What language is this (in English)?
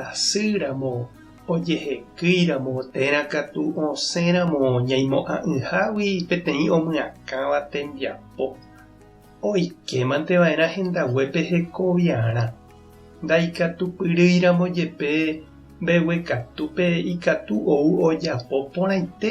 Guarani